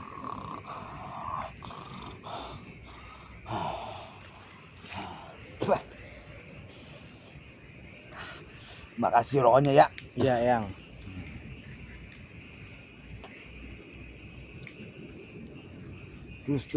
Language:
Indonesian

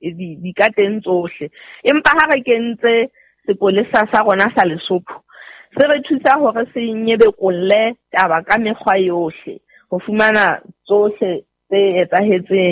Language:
Southern Sotho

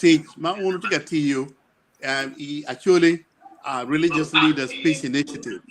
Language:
Acoli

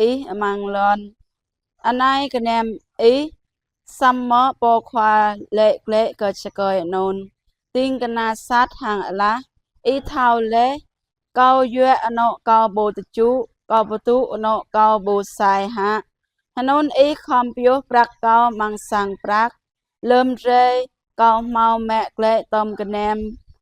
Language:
Jarai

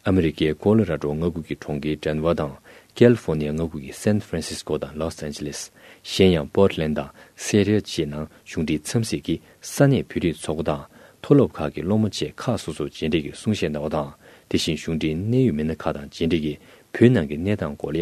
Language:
Tibetan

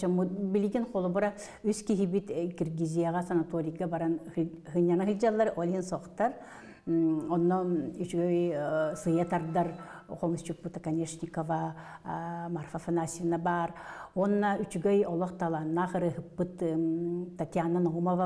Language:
Yakut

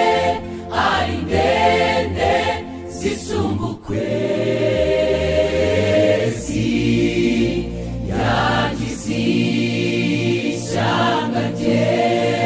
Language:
Kinyarwanda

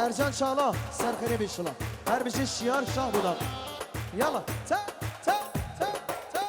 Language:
Kurdish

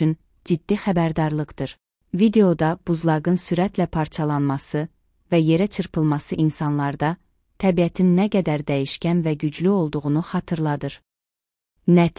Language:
Azerbaijani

